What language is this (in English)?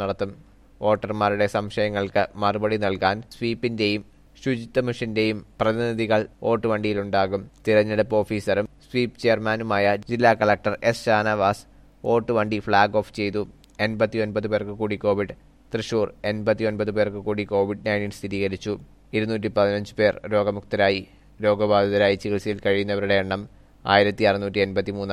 Malayalam